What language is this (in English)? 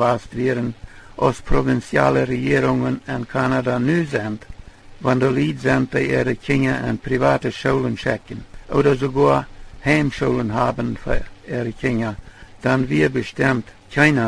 Plautdietsch